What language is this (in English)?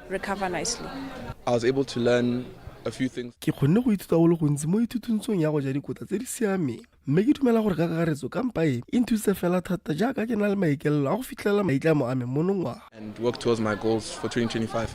Tswana